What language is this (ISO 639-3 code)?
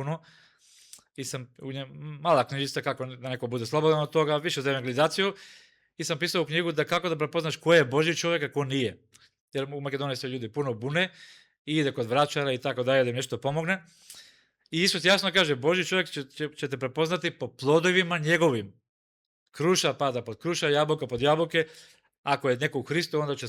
mkd